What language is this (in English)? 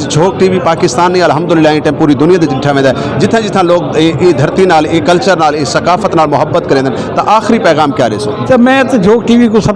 Saraiki